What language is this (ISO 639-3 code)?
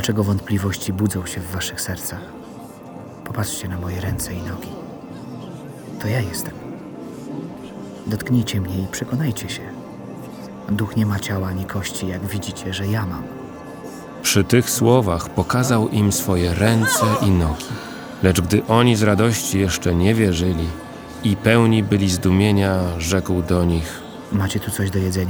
pol